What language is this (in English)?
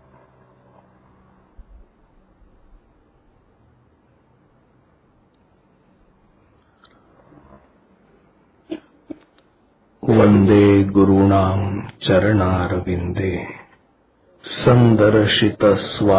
Marathi